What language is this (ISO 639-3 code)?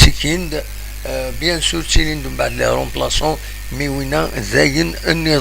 kab